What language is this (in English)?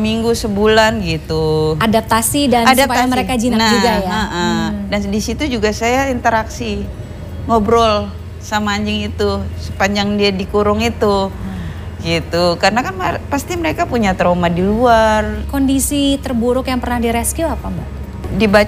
Indonesian